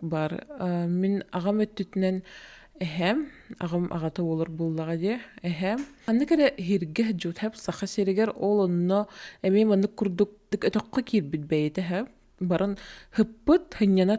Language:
Yakut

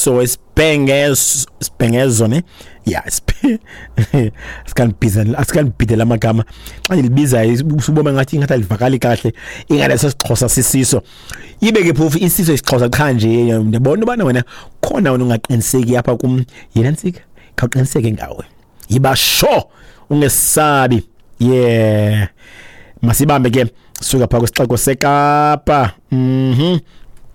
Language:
Xhosa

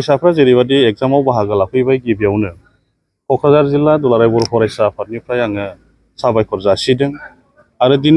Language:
Bodo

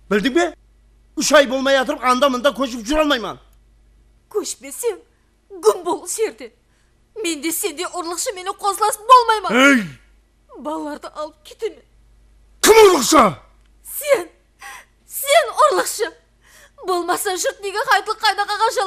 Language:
Kara-Kalpak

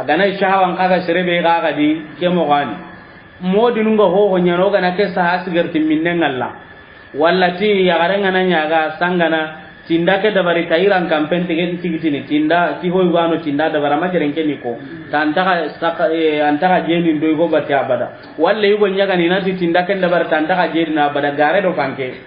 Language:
Soninke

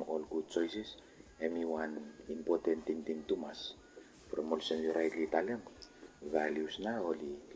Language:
Bislama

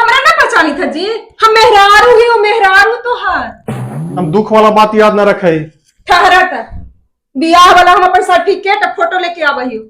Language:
Magahi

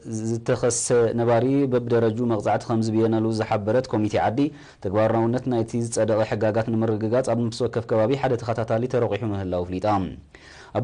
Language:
Tigrinya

